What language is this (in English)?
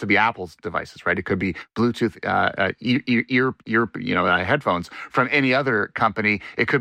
English